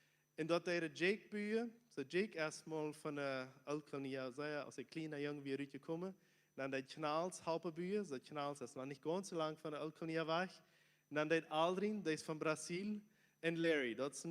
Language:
Plautdietsch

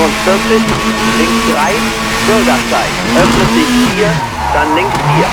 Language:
Bavarian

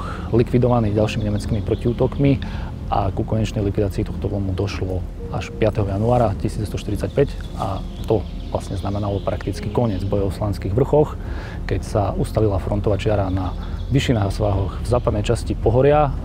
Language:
Slovak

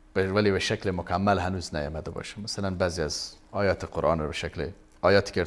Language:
Persian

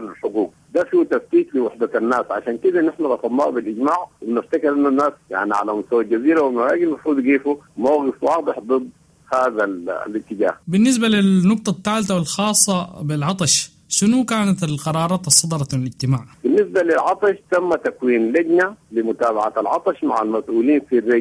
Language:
Sudanese Arabic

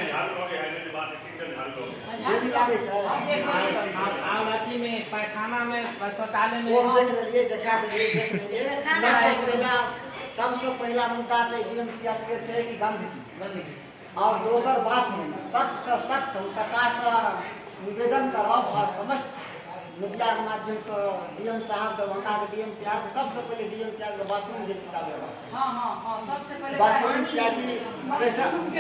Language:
Maithili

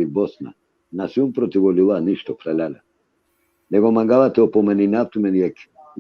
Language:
Balkan Romani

